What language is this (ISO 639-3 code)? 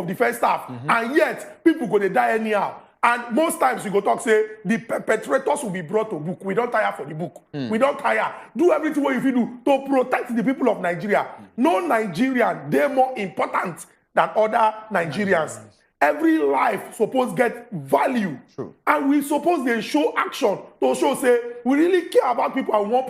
pcm